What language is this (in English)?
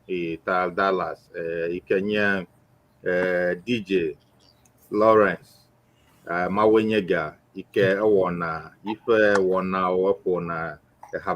Ewe